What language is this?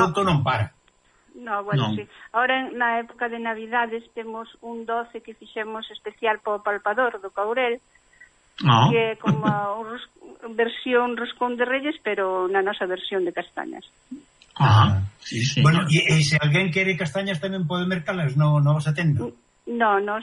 Galician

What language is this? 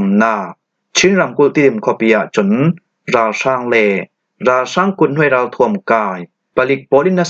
Falam Chin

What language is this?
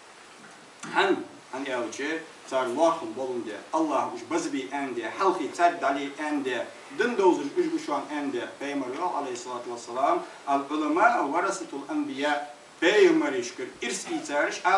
Ingush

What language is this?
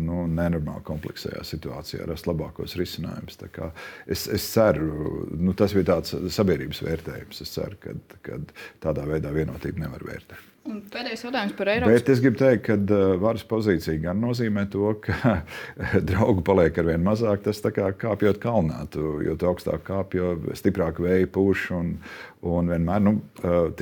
Latvian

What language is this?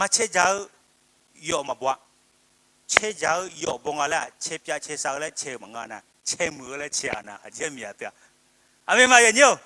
Akha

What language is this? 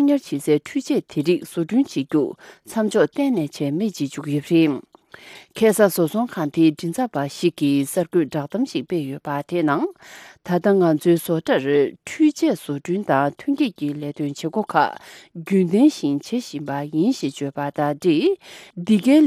Tibetan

